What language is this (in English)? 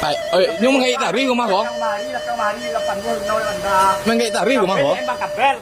Minangkabau